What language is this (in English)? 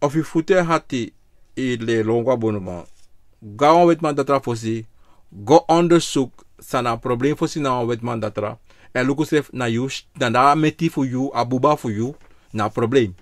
Sranan Tongo